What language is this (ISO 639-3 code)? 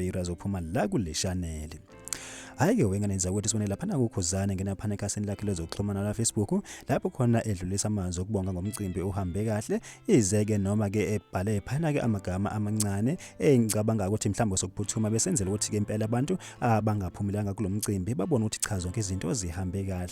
zul